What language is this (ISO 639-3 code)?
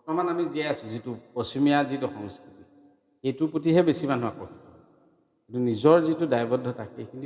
asm